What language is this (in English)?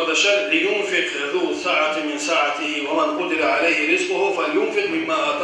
Kumyk